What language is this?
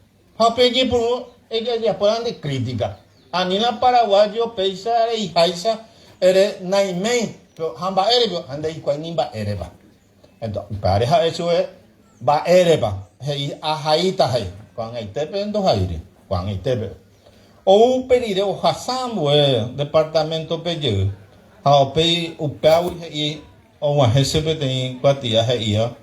Guarani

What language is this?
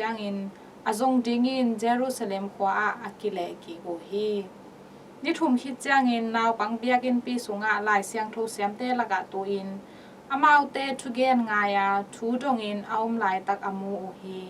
Tedim Chin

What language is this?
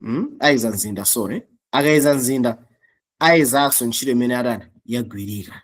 Nyanja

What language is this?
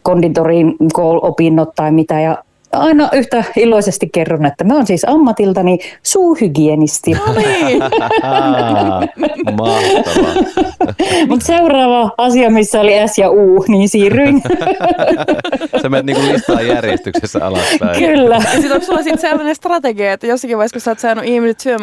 Finnish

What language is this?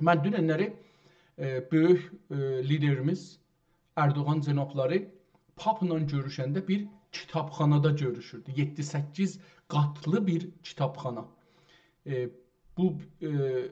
South Azerbaijani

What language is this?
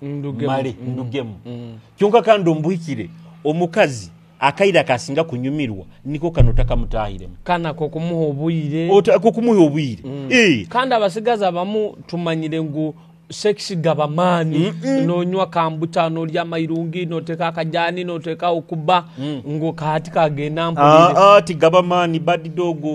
Nyoro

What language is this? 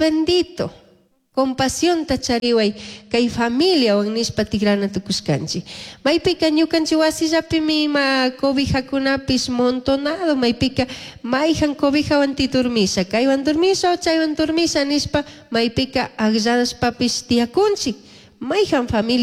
Chimborazo Highland Quichua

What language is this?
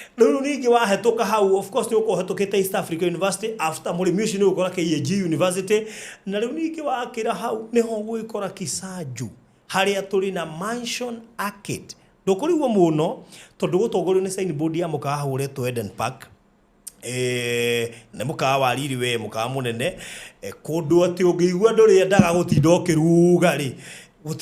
Kikuyu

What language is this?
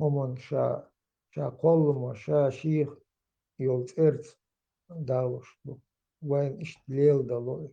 Chechen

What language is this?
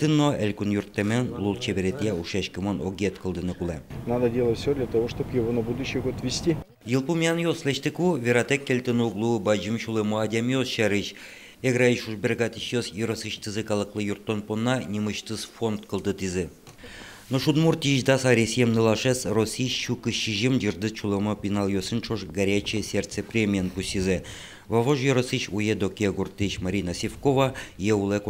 Udmurt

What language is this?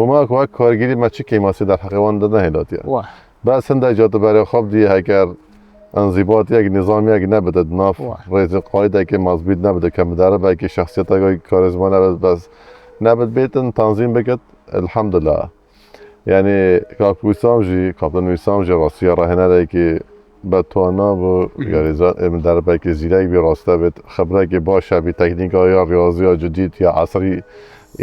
Kurdish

